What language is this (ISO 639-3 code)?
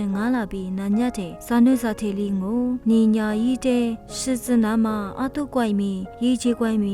lis